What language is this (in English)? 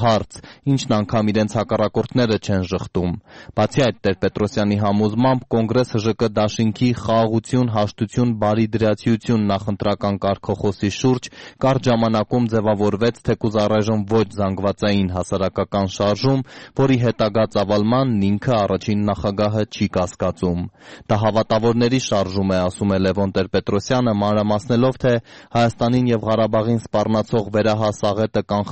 Armenian